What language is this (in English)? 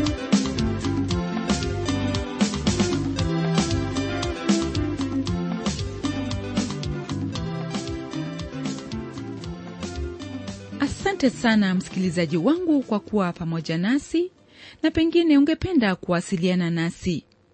Swahili